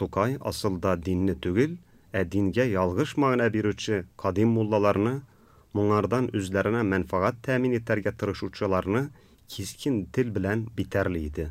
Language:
Tatar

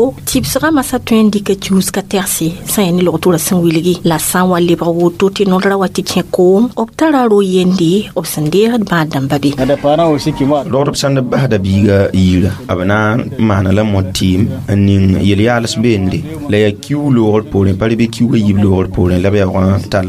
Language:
Mossi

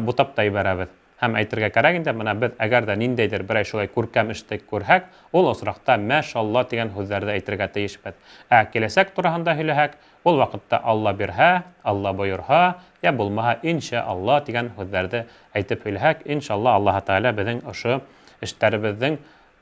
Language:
Bashkir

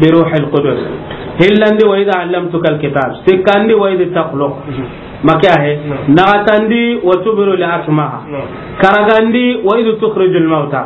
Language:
Soninke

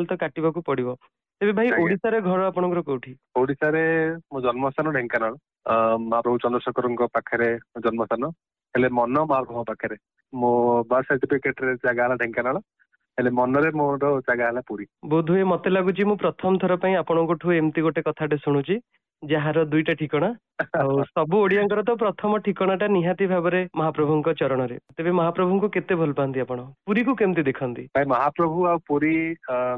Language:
Odia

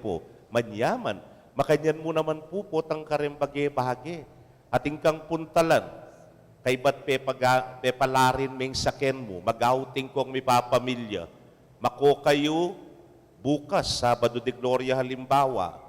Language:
Pampanga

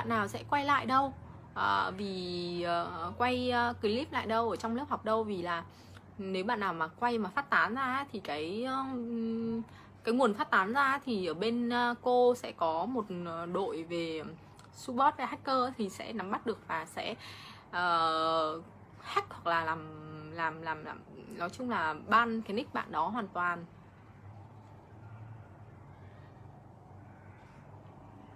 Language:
Vietnamese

